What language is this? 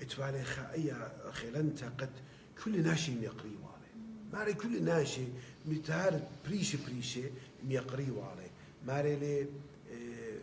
Assyrian Neo-Aramaic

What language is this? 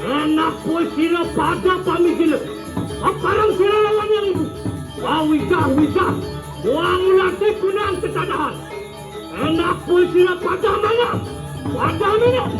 Balinese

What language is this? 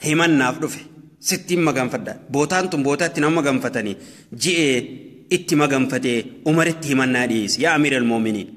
Oromo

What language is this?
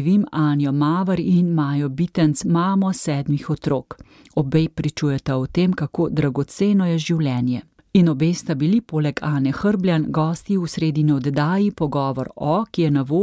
Slovenian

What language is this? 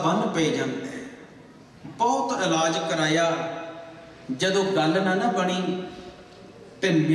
Punjabi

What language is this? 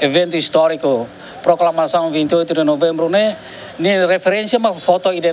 Tetum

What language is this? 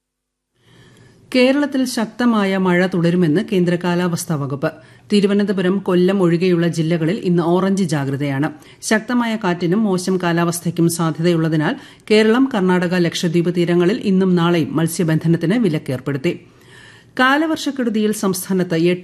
Malayalam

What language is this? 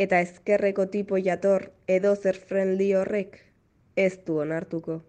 Basque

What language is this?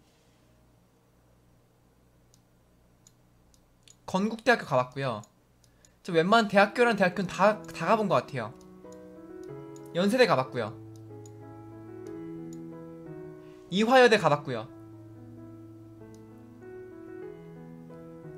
Korean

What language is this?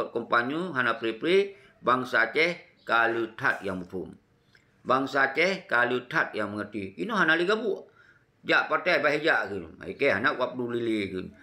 Achinese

